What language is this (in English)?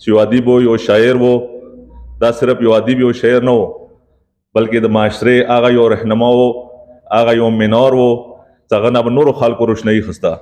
Pashto